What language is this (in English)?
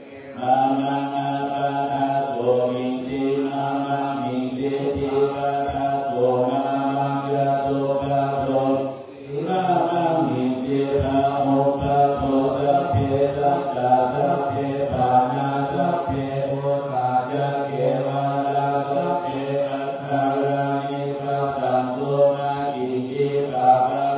Pali